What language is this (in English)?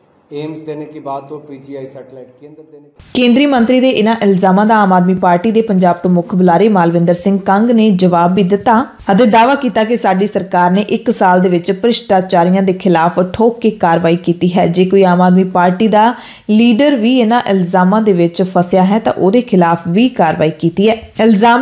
Punjabi